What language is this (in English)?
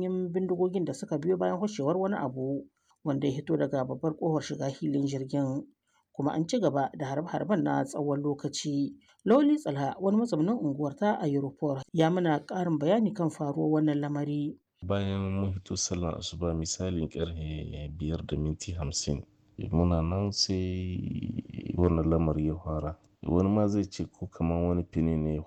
Hausa